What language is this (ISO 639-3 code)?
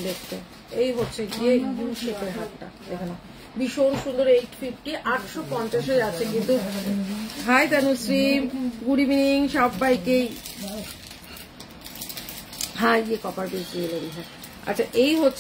ben